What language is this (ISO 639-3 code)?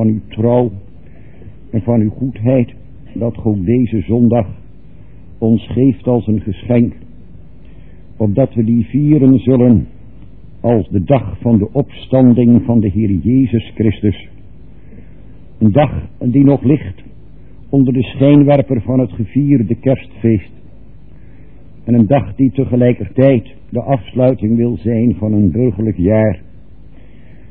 nld